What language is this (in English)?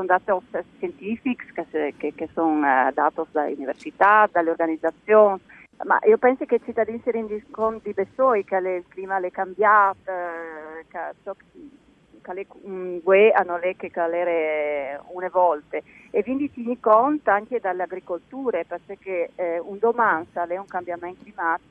Friulian